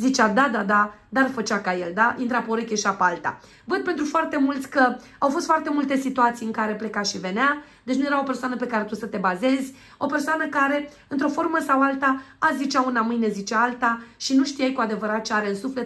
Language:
Romanian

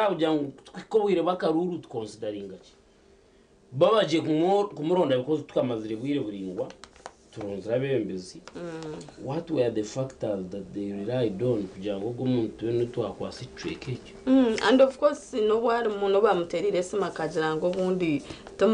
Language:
Nyankole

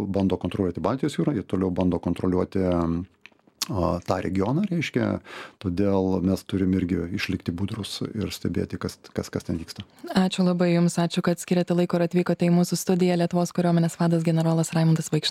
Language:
Lithuanian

